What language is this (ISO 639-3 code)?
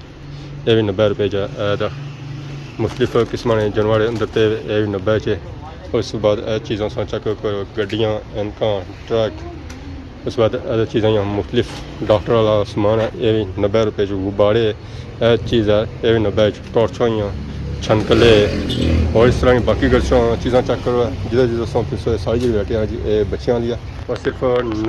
phr